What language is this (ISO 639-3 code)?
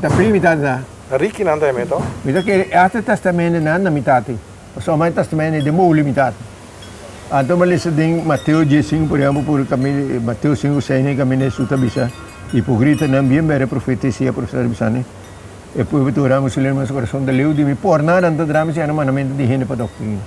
pap